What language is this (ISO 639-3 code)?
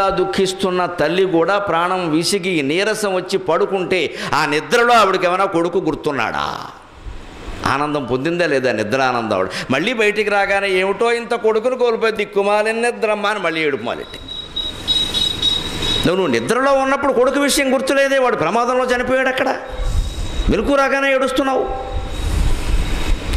tel